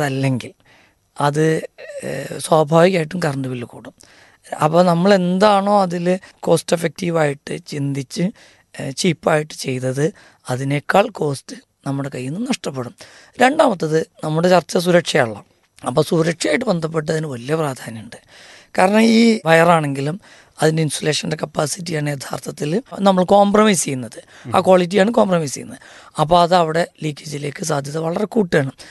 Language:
Malayalam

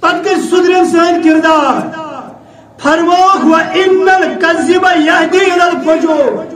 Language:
Kashmiri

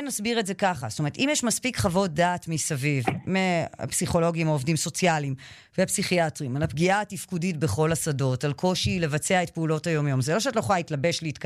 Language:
Hebrew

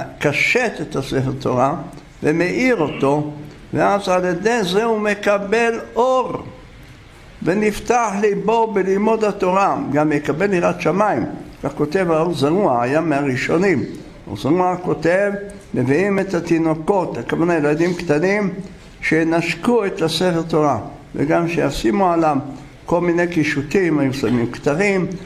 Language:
Hebrew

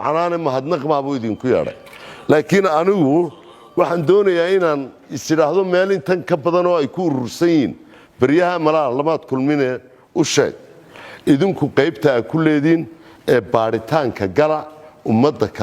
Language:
Somali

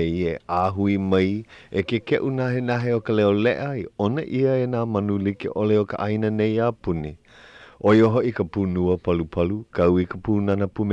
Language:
Hawaiian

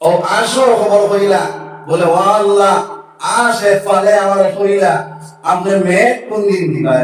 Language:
Sylheti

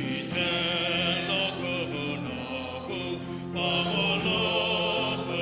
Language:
Sumi Naga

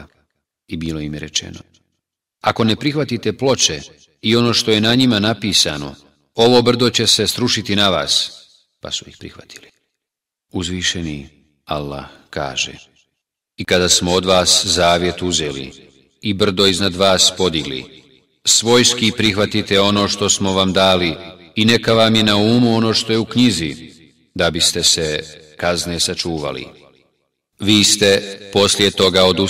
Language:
Bosnian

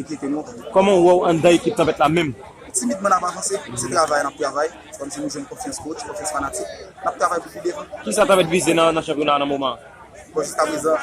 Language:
Haitian Creole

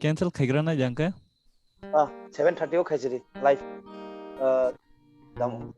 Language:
Kok Borok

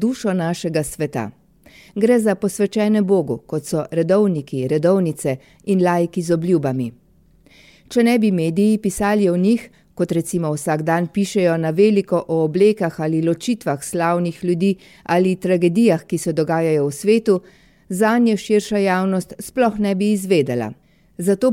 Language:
Slovenian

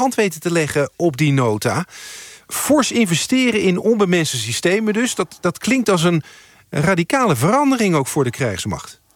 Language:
Dutch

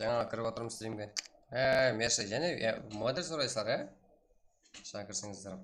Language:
Kara-Kalpak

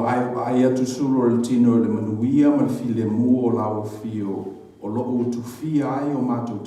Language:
Samoan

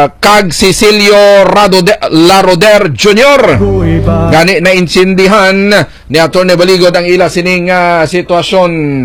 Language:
Hiligaynon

